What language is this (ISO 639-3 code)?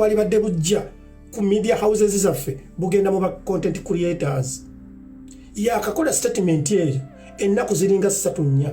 lug